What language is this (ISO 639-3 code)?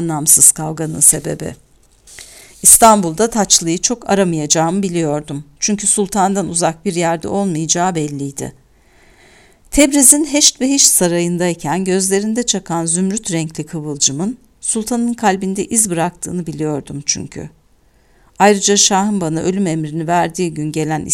tur